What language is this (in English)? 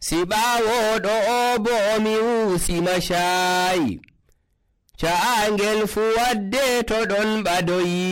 Nigerian Fulfulde